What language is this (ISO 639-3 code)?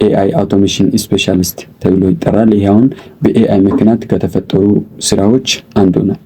amh